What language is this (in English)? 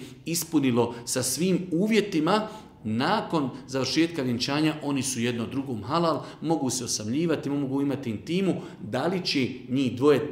Bosnian